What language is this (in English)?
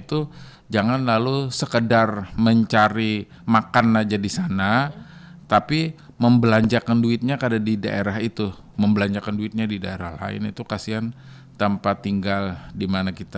Banjar